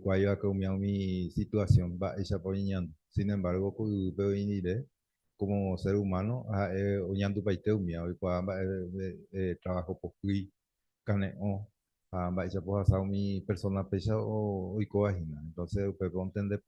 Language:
Guarani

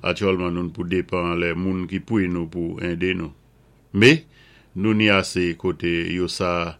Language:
Saint Lucian Creole French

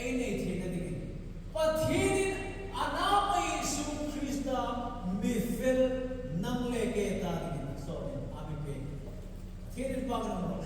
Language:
Hmar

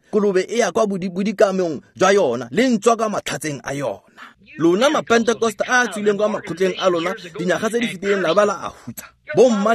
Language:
Tswana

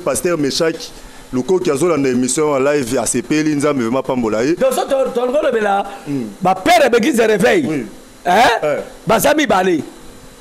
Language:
Lingala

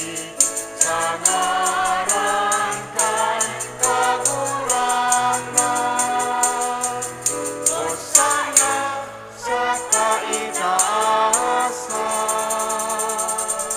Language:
Bikol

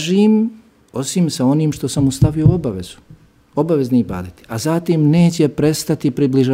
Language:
Bosnian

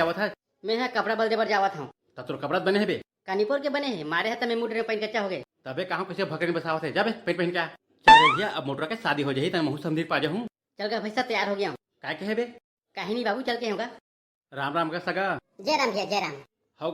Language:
Chhattisgarhi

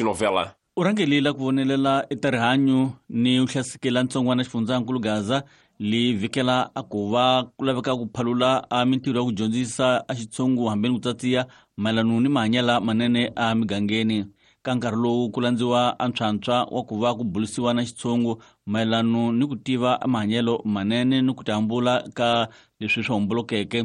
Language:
Tsonga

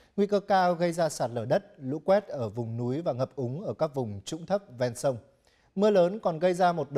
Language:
Vietnamese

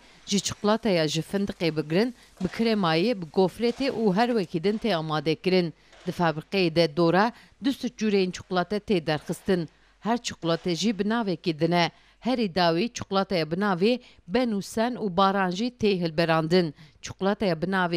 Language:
Kurdish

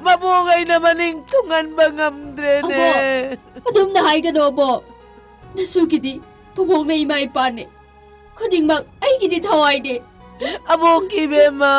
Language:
Manipuri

